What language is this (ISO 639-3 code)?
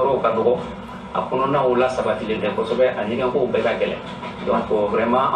bam